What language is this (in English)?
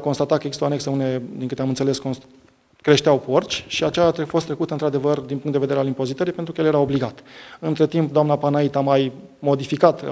Romanian